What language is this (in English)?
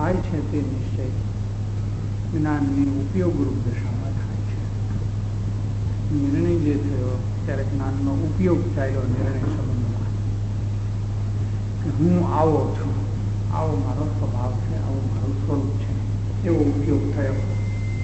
Gujarati